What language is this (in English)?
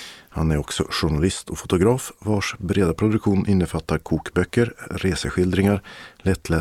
Swedish